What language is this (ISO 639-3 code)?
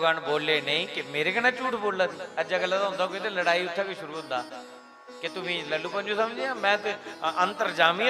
doi